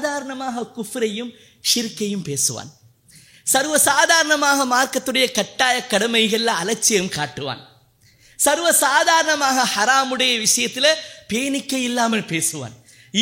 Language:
Tamil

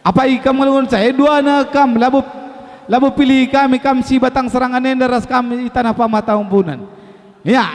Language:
Batak Karo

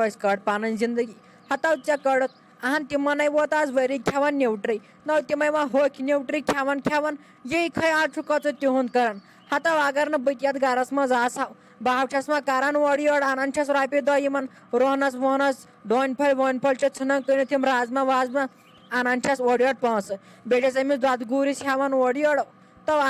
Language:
Kashmiri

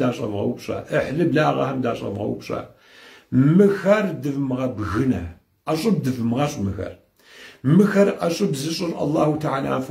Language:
Kabardian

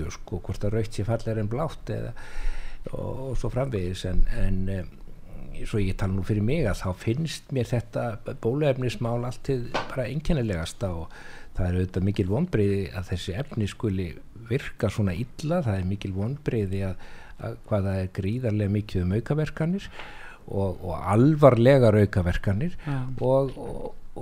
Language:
Icelandic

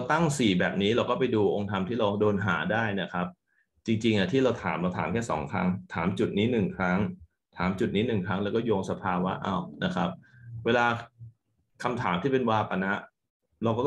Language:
Thai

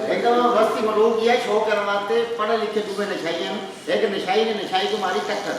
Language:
Saraiki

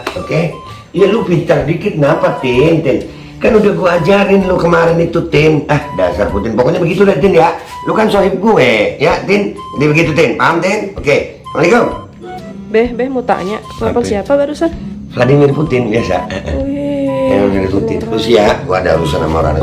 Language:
Betawi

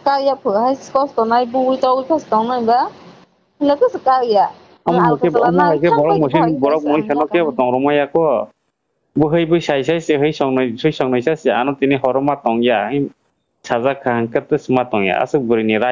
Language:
Kok Borok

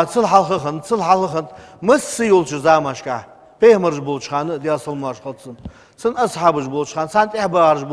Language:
Ingush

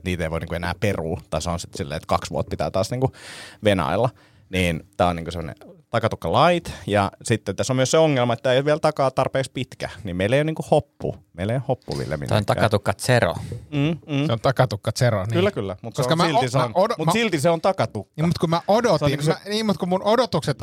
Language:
Finnish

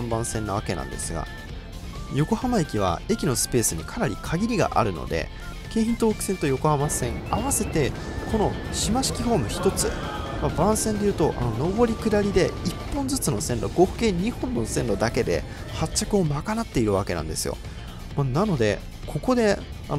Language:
Japanese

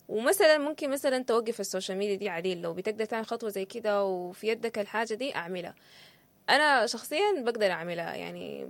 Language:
Sudanese Arabic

